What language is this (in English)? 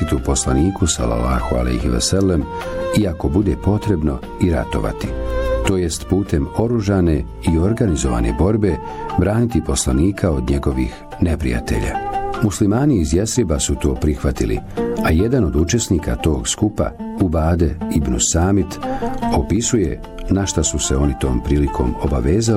Bosnian